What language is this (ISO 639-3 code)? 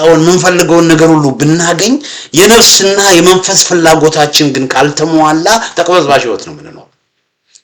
amh